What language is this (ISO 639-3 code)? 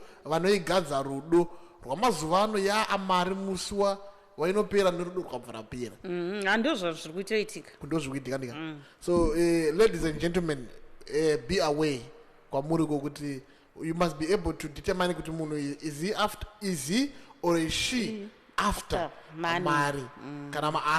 sna